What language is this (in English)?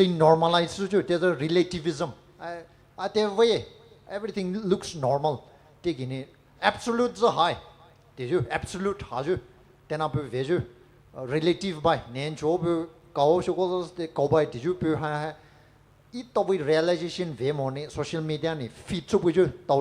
Poumei Naga